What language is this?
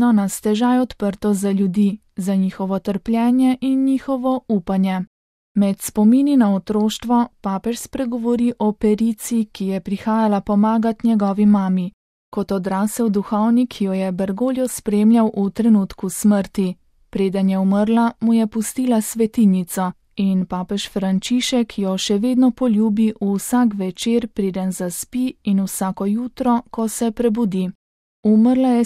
Slovenian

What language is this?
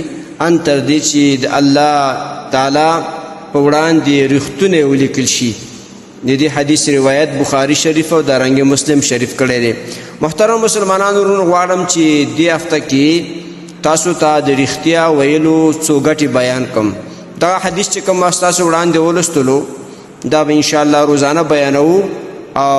Pashto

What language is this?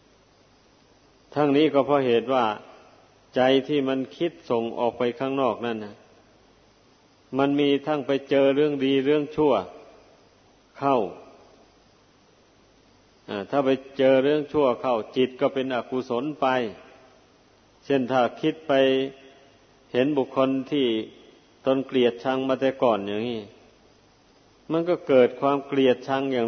Thai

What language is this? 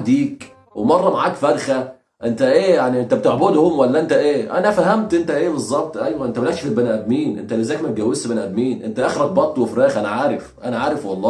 Egyptian Arabic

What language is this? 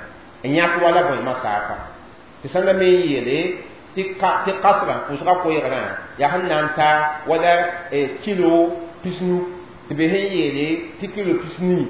Mossi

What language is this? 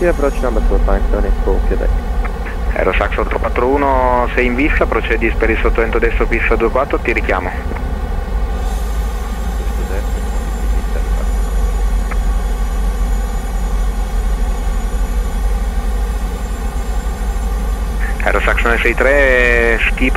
Italian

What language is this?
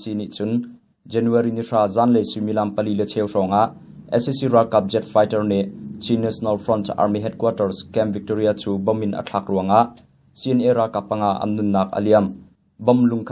Hakha Chin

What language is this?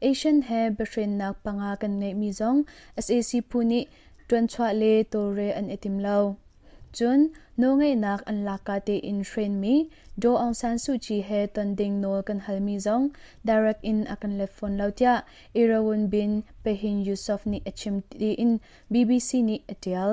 Hakha Chin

